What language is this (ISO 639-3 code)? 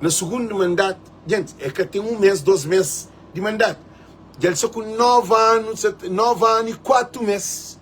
kea